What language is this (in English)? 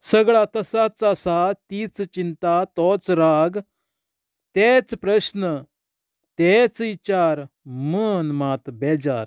Konkani